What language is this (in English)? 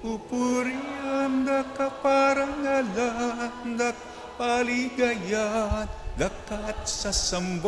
Pampanga